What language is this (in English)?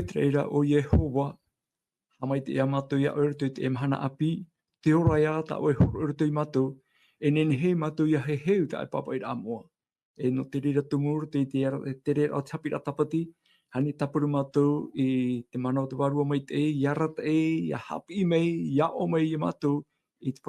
Tahitian